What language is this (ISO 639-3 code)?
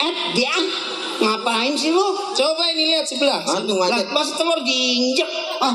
bew